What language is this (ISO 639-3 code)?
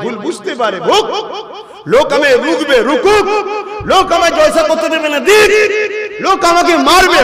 ben